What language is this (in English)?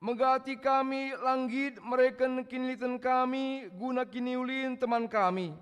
Batak Karo